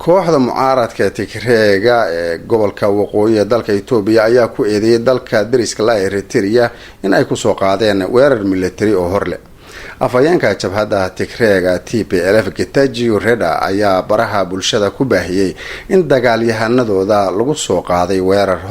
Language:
Somali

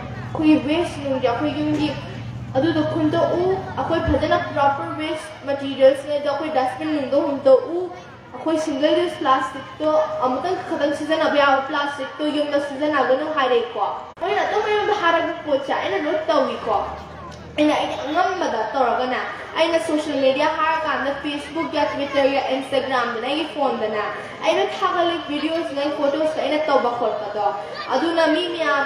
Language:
Manipuri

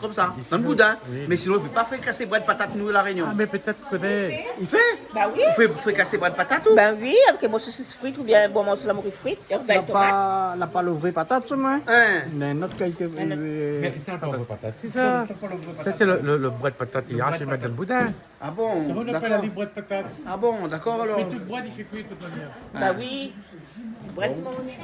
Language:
Réunion Creole French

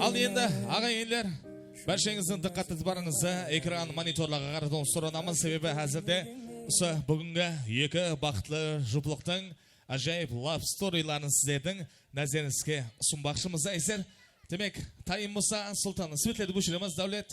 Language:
Kara-Kalpak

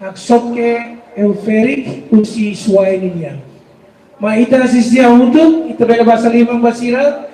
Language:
Tetum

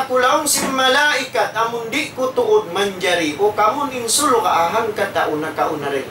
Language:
Tausug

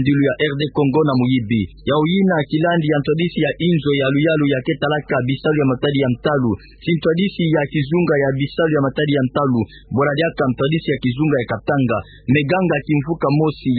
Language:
Kituba (Democratic Republic of Congo)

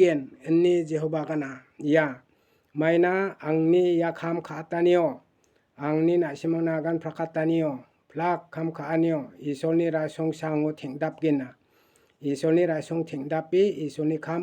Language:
Garo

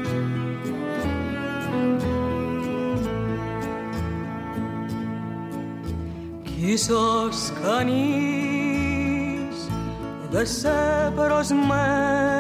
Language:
Greek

